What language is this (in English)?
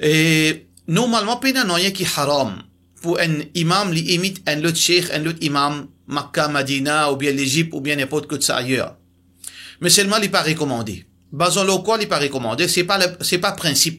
Morisyen